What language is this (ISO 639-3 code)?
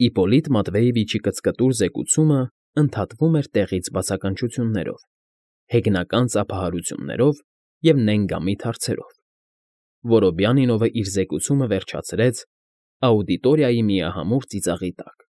hye